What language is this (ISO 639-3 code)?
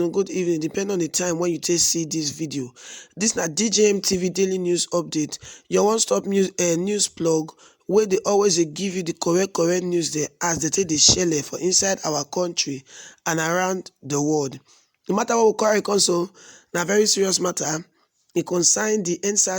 pcm